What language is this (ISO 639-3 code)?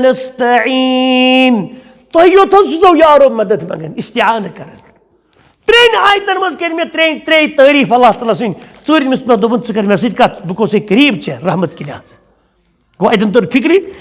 kas